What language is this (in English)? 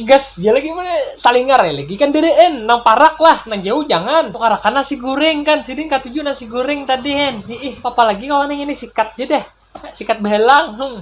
Banjar